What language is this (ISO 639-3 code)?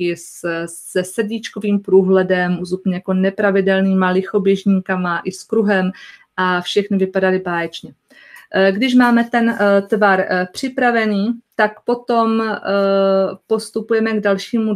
ces